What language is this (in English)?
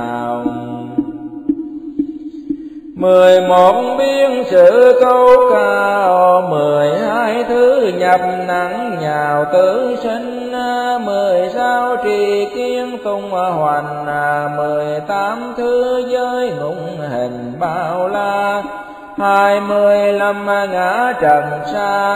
Vietnamese